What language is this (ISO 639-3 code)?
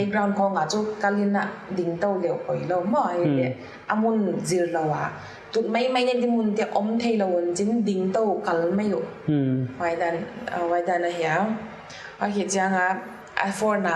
pck